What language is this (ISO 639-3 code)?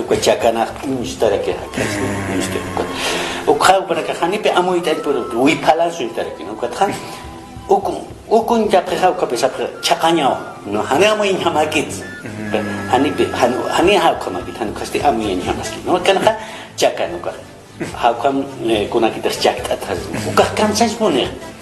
aym